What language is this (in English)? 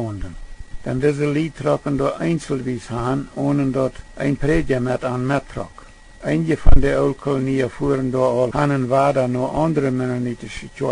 Plautdietsch